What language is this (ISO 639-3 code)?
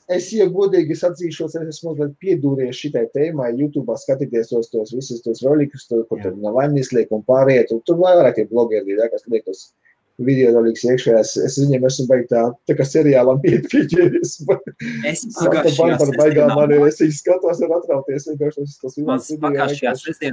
lav